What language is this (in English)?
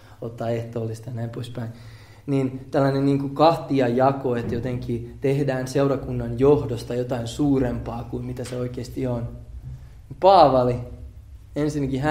Finnish